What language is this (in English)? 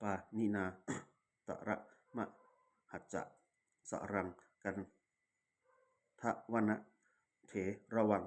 Pali